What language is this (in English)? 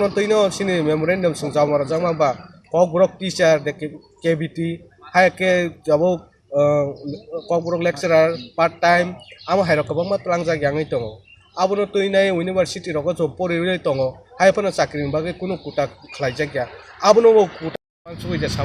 Kok Borok